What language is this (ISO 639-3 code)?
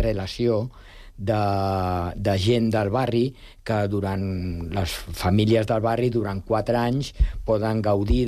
cat